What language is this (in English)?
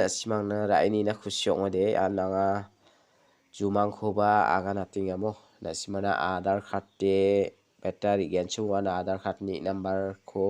Garo